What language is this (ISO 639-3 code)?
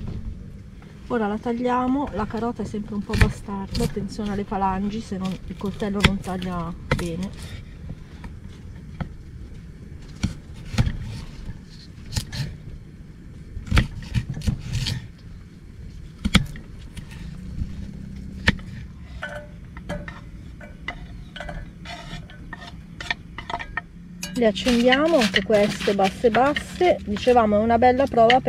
ita